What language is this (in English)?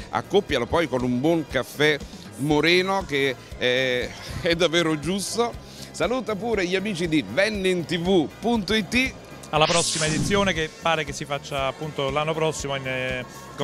Italian